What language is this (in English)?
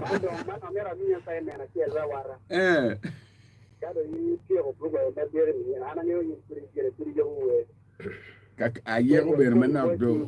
Acoli